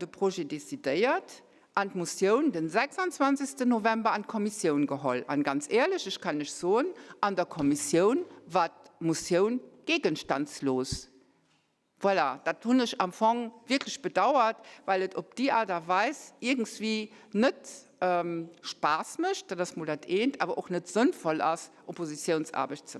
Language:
Luxembourgish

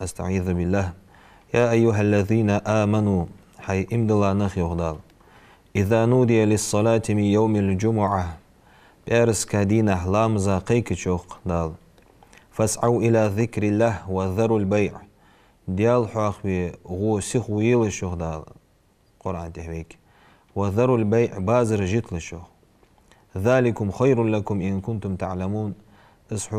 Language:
Ingush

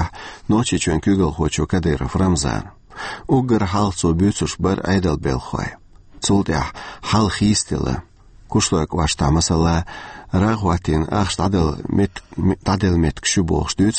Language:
Chechen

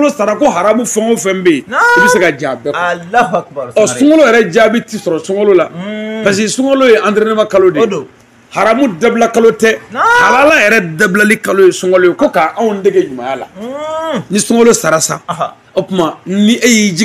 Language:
Bambara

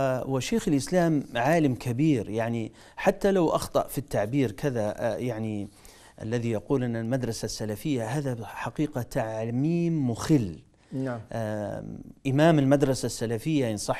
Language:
Arabic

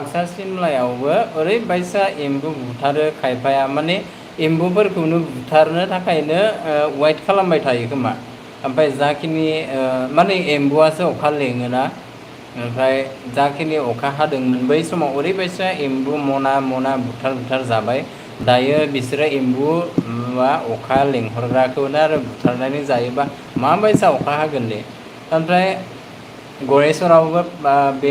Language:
Bodo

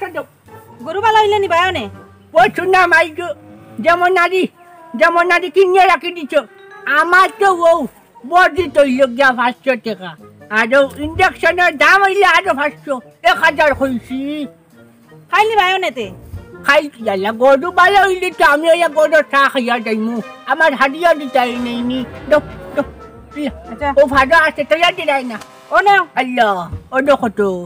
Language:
Sylheti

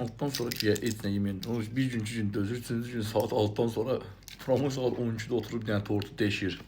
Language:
Azerbaijani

